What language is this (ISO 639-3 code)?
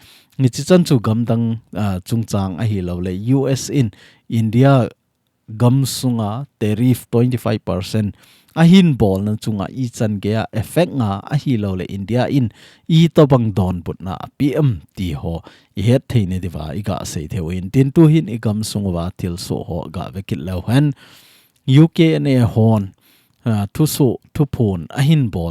tcz